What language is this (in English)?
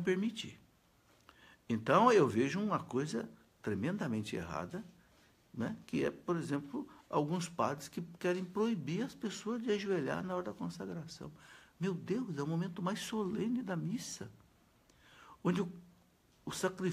Portuguese